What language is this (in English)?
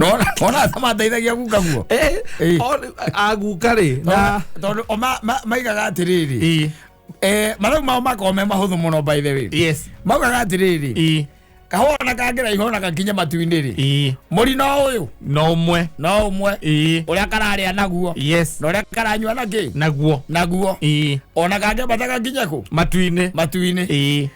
Kikuyu